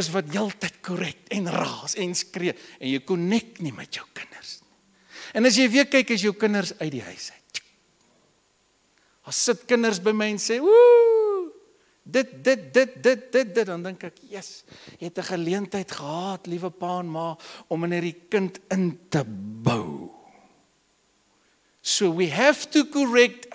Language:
Afrikaans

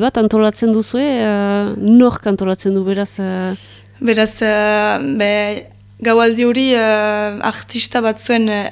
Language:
Basque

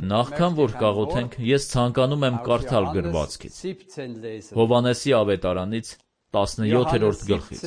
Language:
Armenian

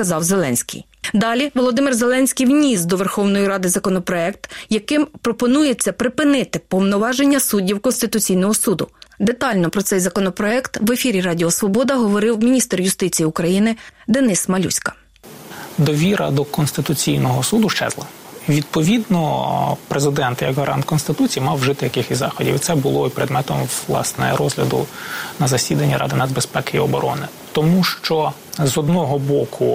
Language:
Ukrainian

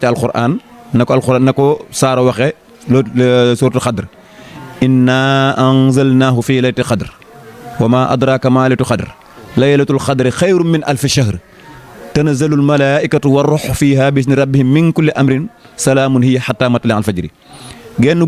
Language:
Wolof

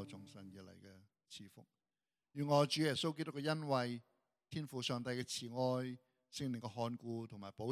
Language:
Cantonese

